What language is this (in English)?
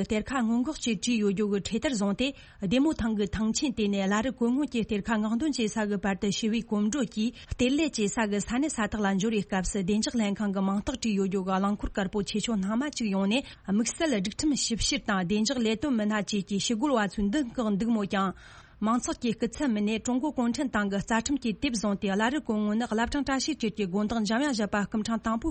Tibetan